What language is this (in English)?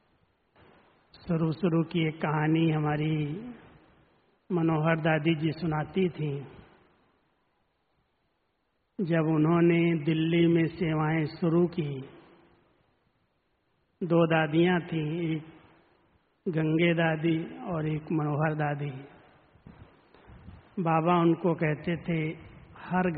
Hindi